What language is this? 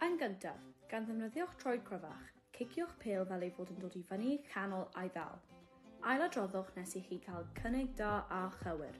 Welsh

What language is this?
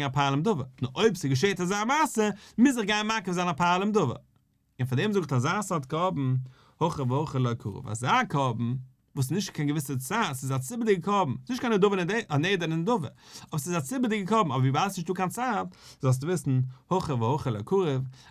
Yiddish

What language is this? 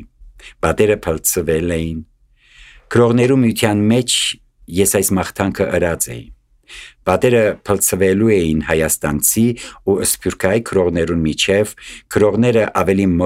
Armenian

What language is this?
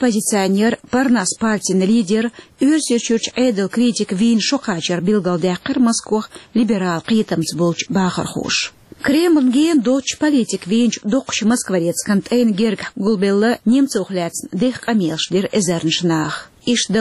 Chechen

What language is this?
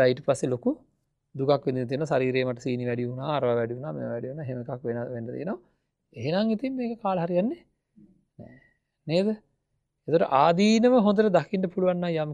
Sinhala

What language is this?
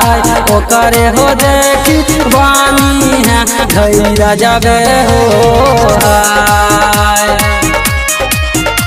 Bhojpuri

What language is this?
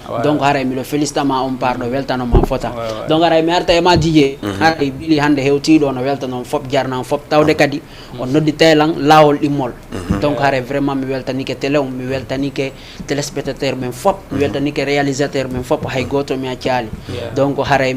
Fula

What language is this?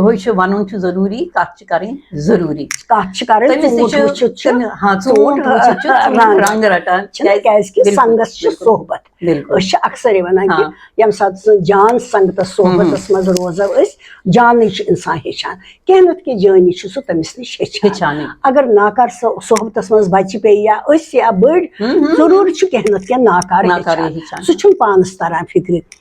Kashmiri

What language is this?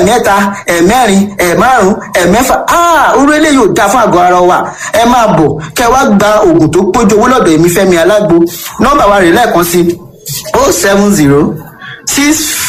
Yoruba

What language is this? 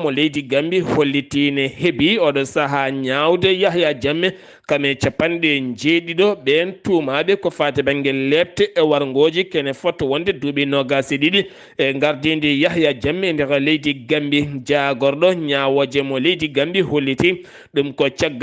Fula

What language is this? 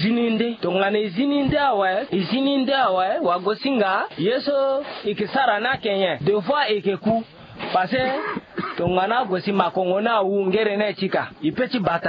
Sango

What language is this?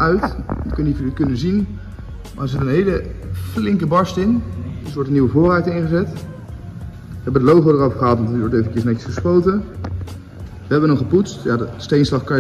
Dutch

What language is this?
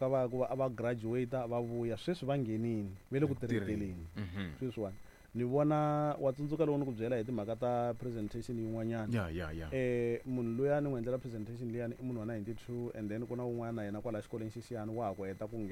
Tsonga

